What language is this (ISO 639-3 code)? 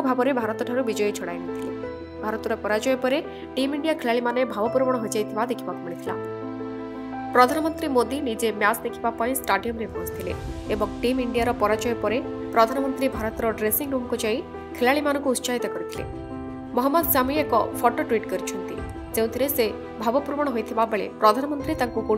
ori